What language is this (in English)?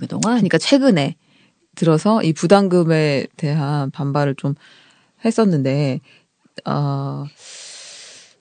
Korean